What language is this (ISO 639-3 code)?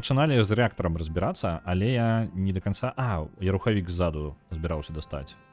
bel